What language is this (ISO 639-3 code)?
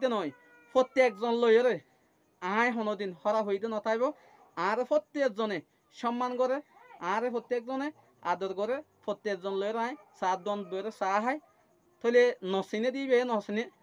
rhg